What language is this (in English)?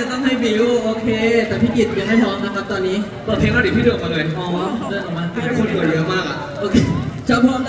Thai